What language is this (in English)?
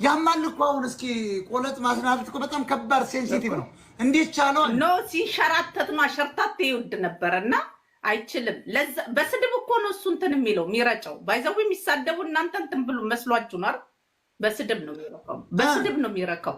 Amharic